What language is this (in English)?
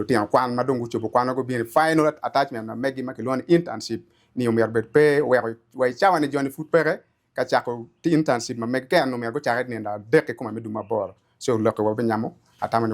Acoli